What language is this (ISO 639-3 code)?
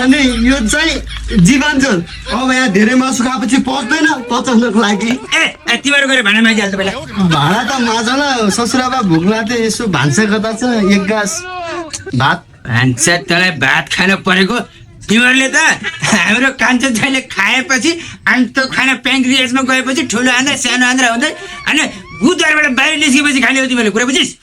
nep